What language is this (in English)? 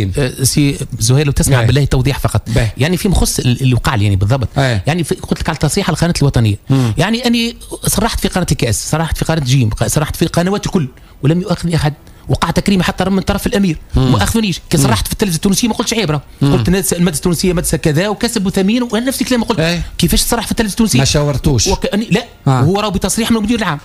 Tunisian Arabic